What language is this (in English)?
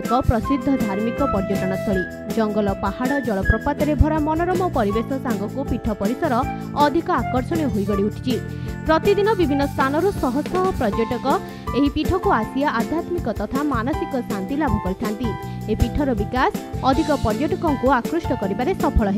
Odia